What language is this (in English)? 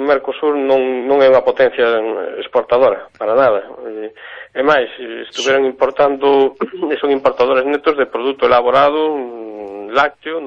Galician